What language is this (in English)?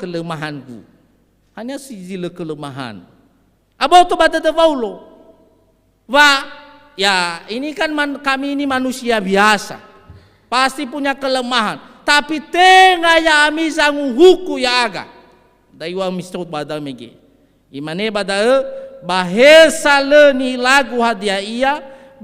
Nias